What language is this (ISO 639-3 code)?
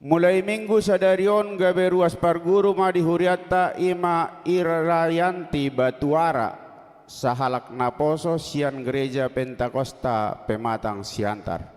bbc